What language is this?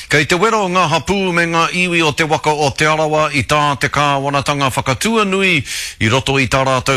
Māori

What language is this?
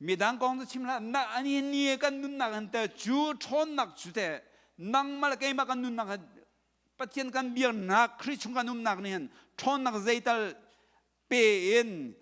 Hakha Chin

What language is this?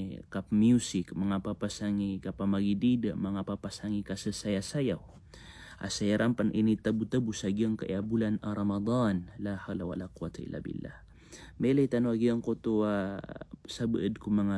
Maranao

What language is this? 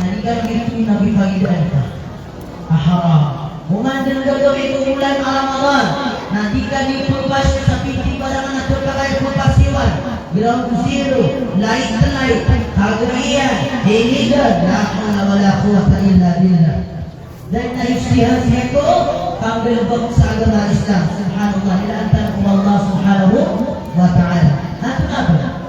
Maranao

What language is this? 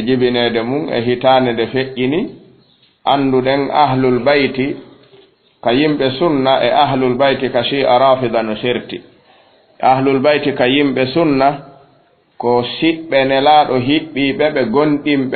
Fula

